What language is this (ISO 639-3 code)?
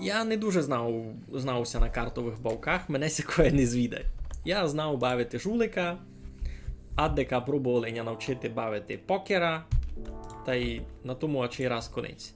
rue